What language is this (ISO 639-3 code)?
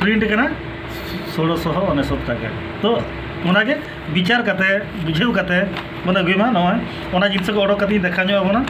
sat